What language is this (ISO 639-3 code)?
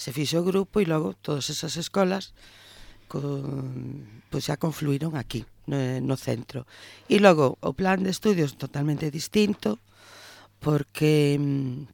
glg